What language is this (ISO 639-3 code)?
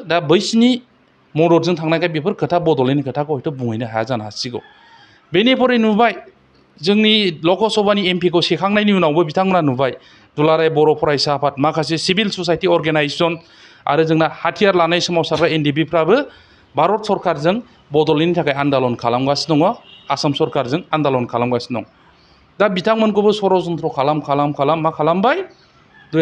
brx